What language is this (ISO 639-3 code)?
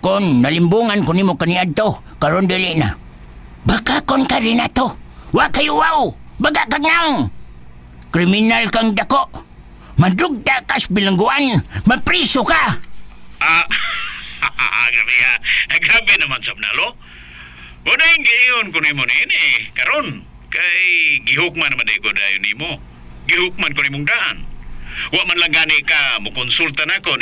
ceb